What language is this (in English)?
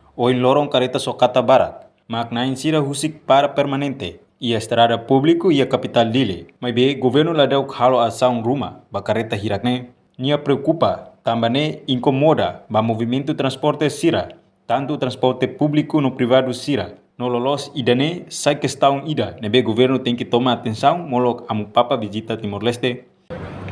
Tetum